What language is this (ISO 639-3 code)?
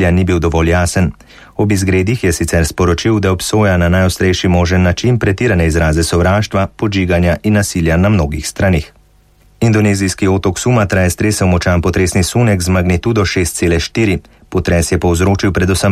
slv